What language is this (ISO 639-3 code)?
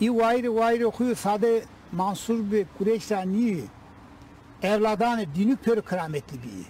zza